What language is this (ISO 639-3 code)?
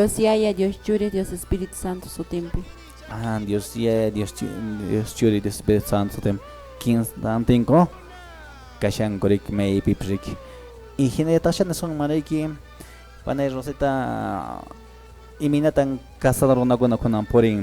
que